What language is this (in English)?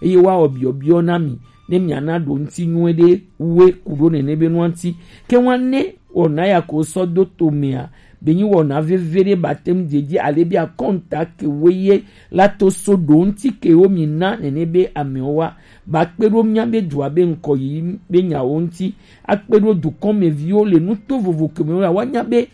Gen